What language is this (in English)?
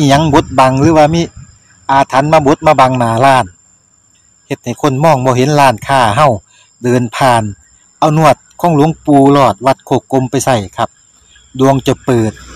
Northeastern Thai